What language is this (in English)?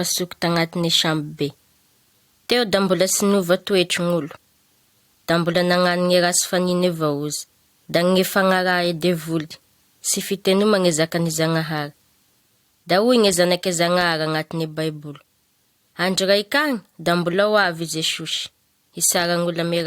Malagasy